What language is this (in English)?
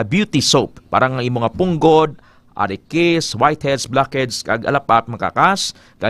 Hiligaynon